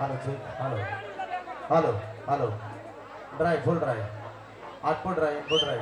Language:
Sadri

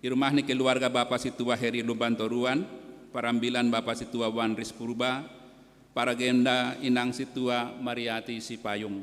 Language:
Batak Simalungun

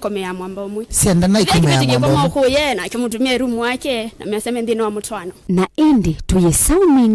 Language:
Kamba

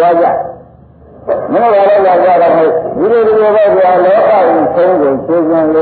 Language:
Burmese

